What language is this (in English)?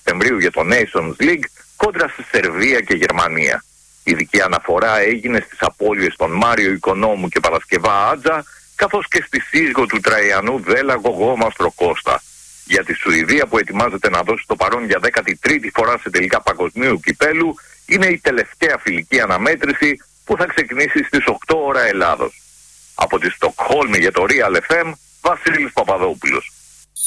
Greek